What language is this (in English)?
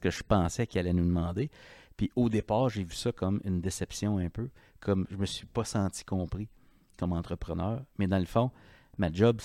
French